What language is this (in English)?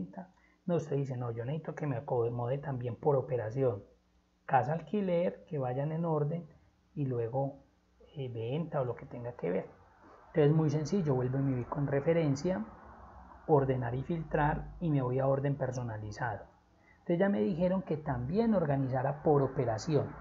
Spanish